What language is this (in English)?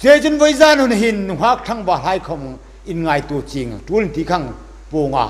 Hmar